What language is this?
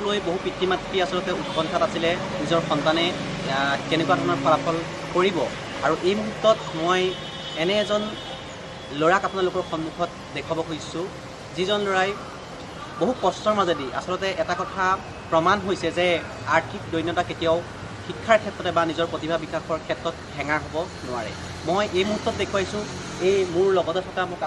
Assamese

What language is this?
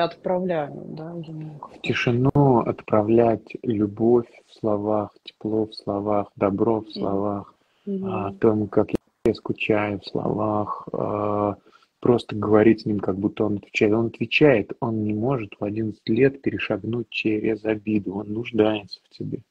Russian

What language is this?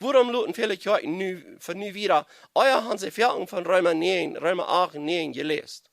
Plautdietsch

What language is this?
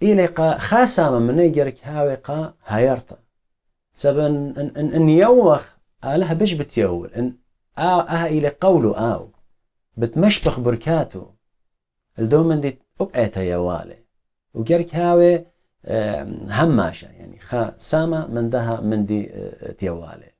Assyrian Neo-Aramaic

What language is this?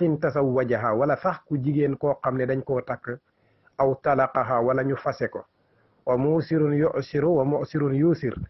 Wolof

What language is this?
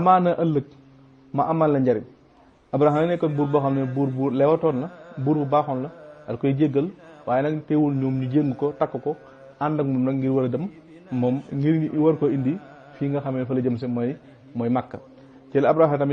Wolof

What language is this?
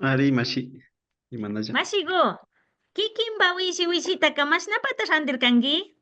Imbabura Highland Quichua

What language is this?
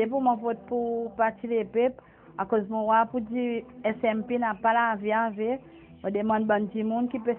Seselwa Creole French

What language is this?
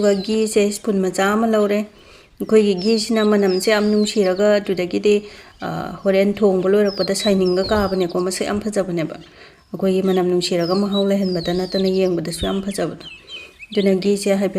Manipuri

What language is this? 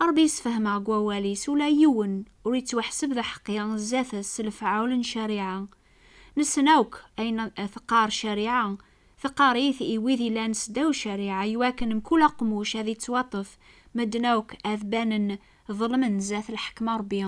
Kabyle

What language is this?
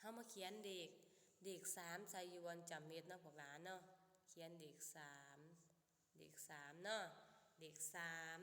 Lao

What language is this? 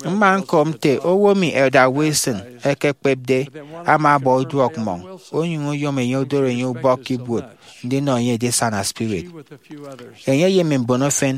Efik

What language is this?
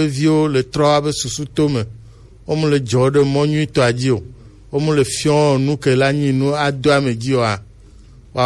Gen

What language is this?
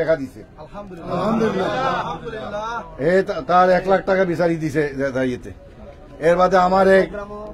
Sylheti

